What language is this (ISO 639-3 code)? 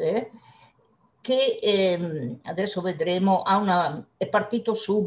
ita